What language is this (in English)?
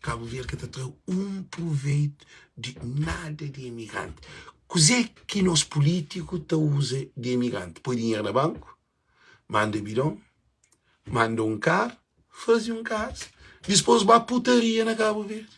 Kabuverdianu